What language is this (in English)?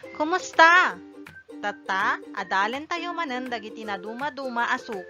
Iloko